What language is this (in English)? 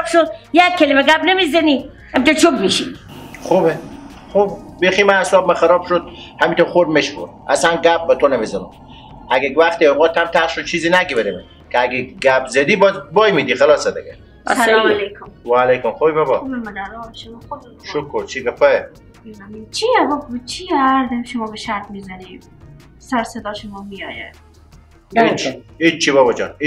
Persian